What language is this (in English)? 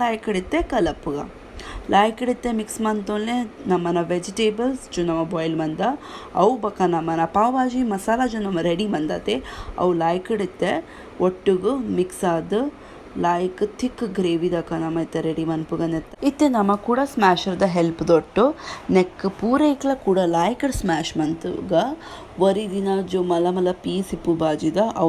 Tulu